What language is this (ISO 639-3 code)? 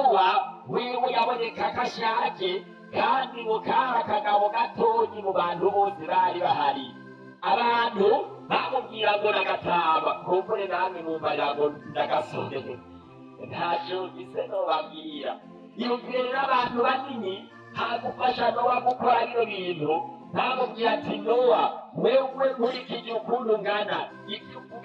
run